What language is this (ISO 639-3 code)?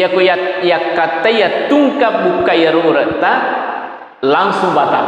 bug